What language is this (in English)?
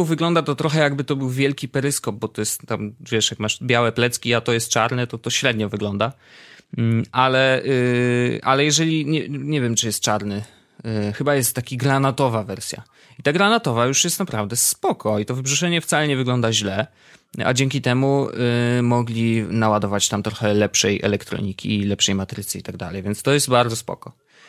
Polish